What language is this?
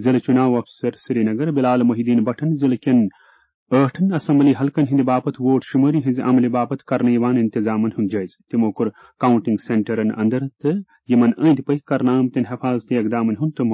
Kashmiri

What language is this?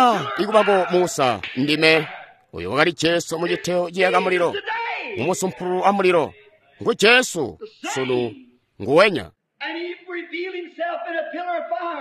Tonga (Zambia)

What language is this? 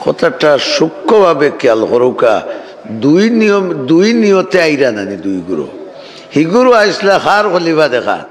Sylheti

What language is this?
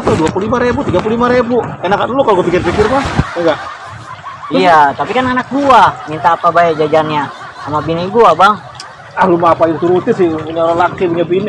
Betawi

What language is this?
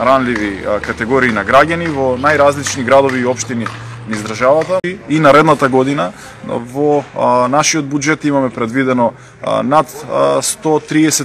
Macedonian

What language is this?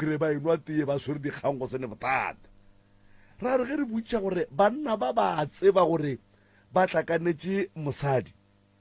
Northern Sotho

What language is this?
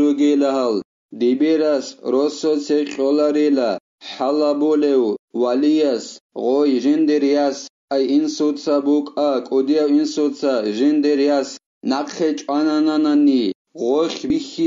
Avaric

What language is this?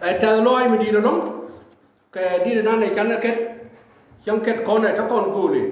Nuer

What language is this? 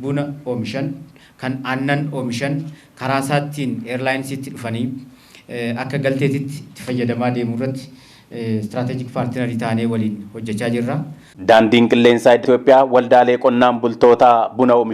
Oromo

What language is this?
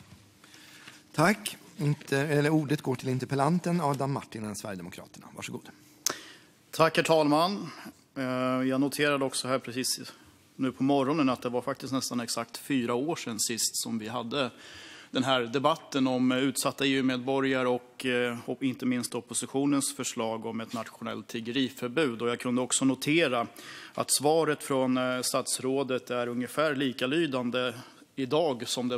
Swedish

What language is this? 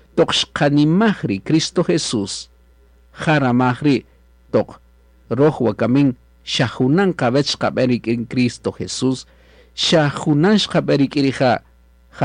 Kaqchikel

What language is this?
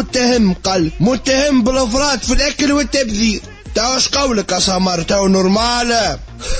Tunisian Arabic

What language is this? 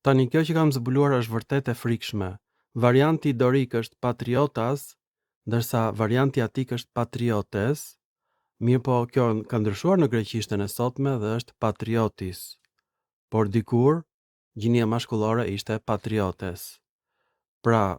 Albanian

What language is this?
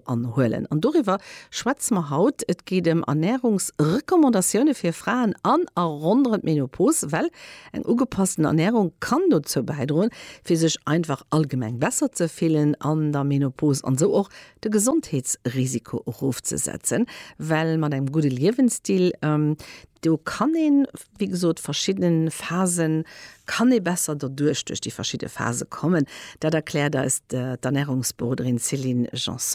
Luxembourgish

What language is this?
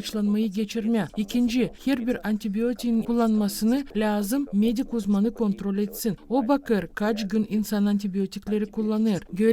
Gagauz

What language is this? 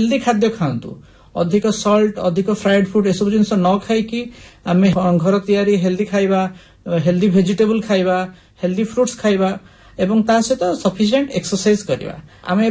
Odia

